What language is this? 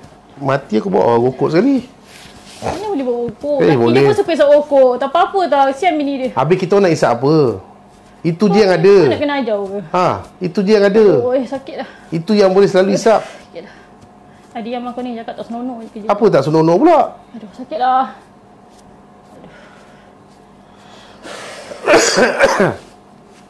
Malay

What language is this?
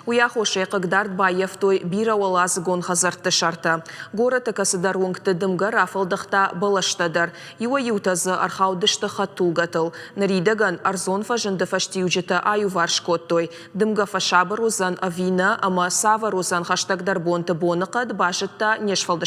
Ossetic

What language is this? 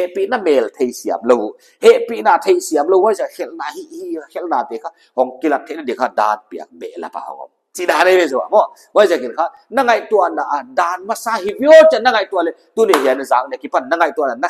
Paite Chin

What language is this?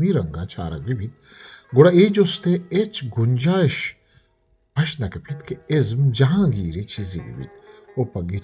Eastern Balochi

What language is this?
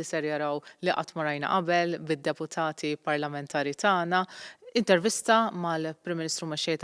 Maltese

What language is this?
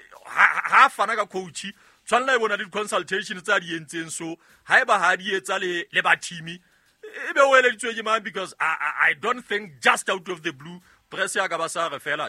Southern Sotho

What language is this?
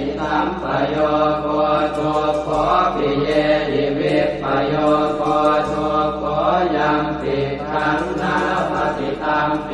Pali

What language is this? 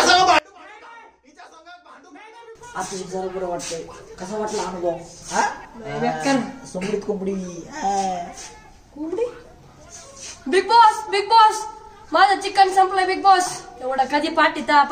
Marathi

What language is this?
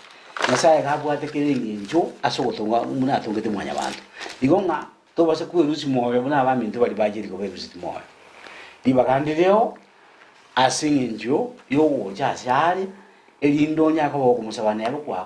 Gusii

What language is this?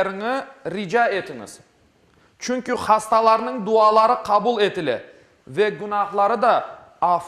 Crimean Tatar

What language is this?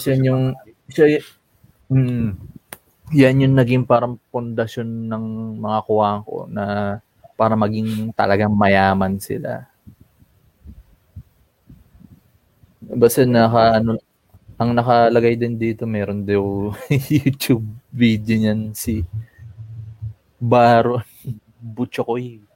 Filipino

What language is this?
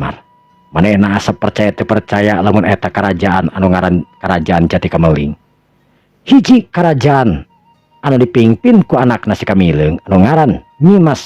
Sundanese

